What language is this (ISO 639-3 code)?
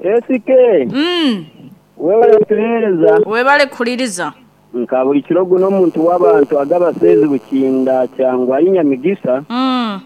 nyo